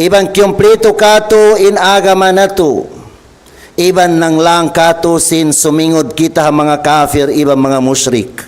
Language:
Tausug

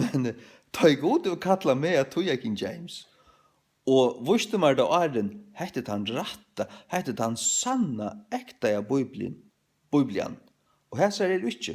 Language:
Faroese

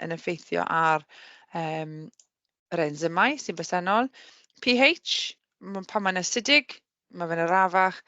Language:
Welsh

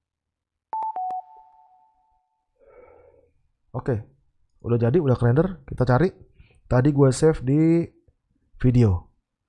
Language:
Indonesian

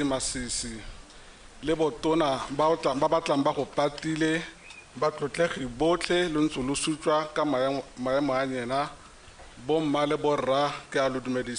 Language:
Tswana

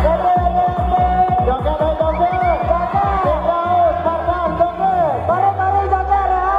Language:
Minangkabau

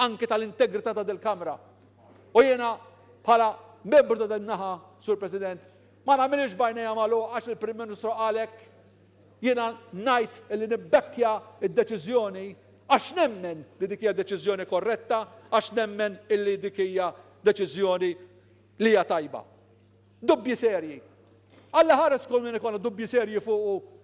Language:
Maltese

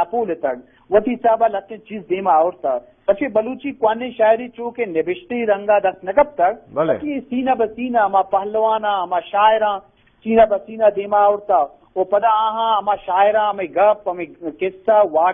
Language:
Eastern Balochi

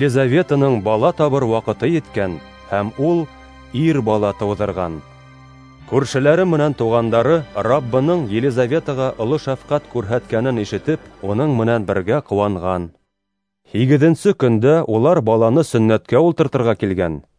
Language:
Bashkir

